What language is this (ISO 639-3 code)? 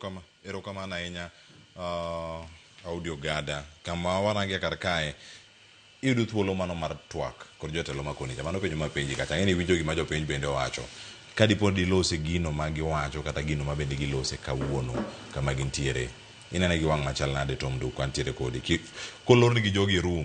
luo